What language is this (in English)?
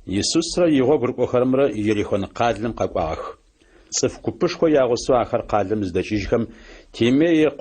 Adyghe